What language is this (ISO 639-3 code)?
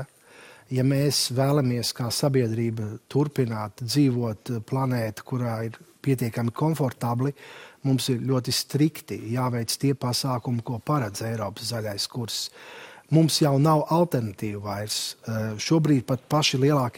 lav